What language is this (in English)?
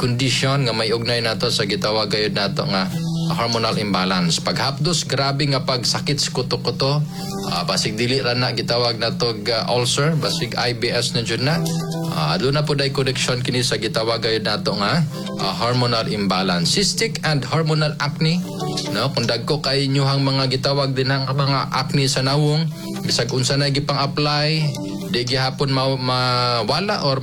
Cebuano